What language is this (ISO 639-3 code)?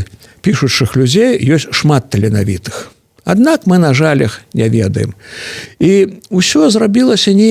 bel